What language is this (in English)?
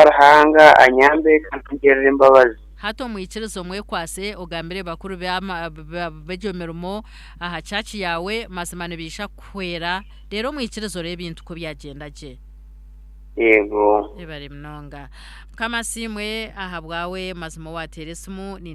Nyankole